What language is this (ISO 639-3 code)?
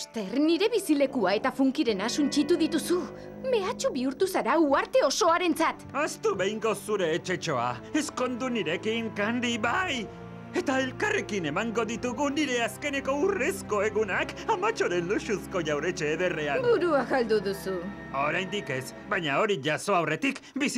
eus